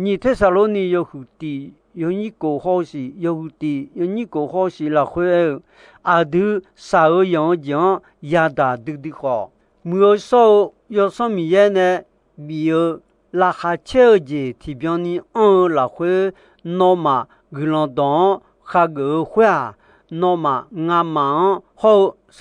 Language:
Akha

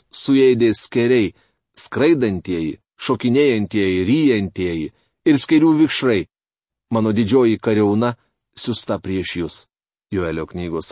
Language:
Lithuanian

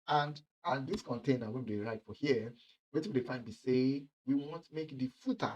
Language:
Nigerian Pidgin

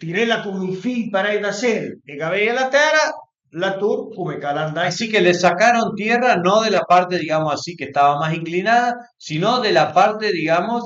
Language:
Piedmontese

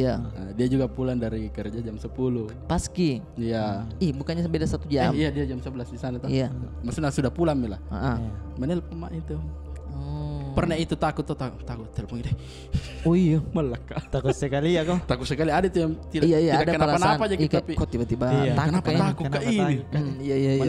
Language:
Makassar Malay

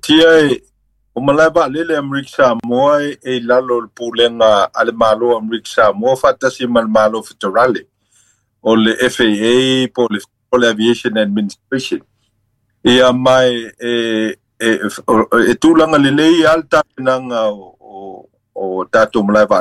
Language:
Samoan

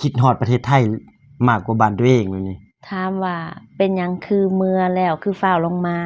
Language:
Lao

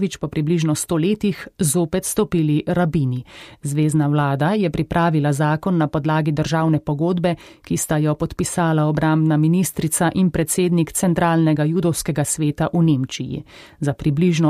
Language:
Slovenian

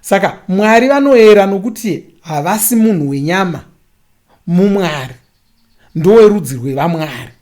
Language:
Shona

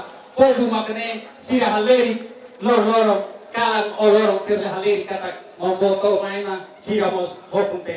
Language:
Tetum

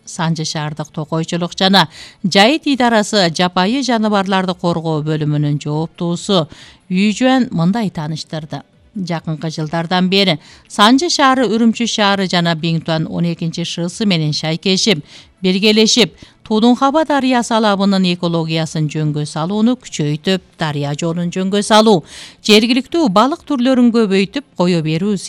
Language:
Kyrgyz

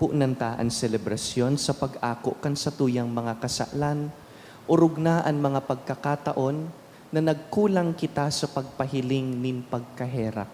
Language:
Bikol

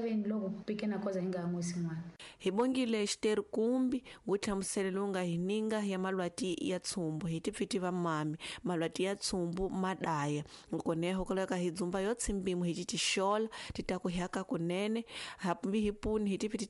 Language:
Tsonga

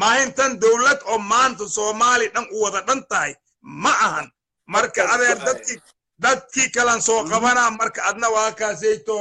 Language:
Somali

